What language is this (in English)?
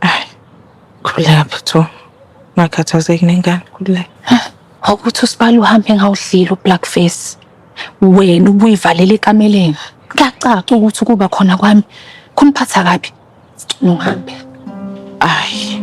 Zulu